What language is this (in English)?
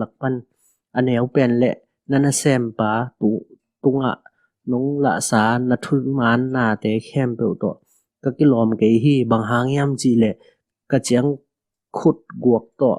Tedim Chin